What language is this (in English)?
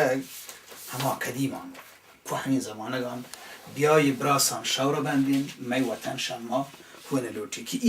Baluchi